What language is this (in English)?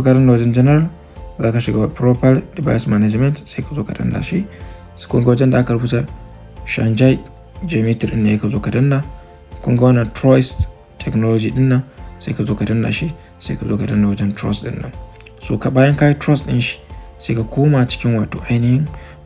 Hausa